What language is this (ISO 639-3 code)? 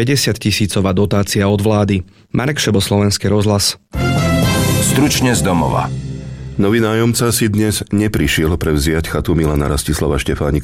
slk